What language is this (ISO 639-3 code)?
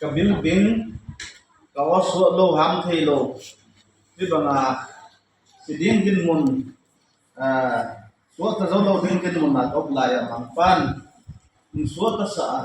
ctd